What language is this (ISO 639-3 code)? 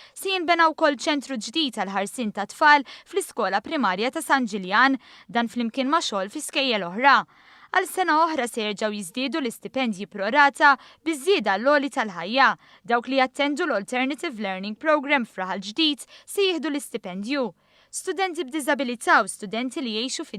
mlt